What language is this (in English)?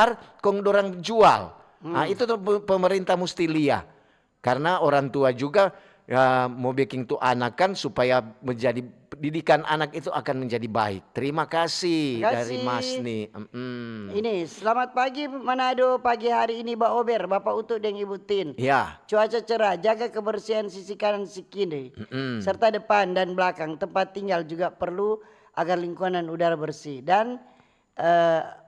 Manado Malay